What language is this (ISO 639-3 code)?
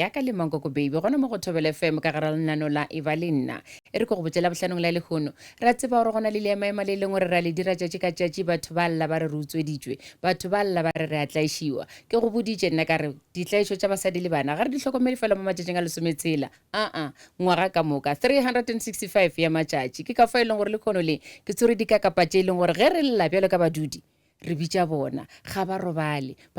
nso